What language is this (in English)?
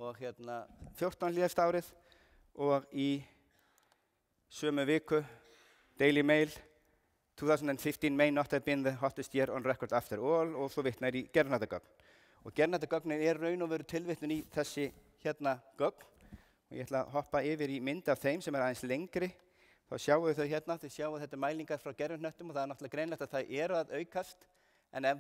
Icelandic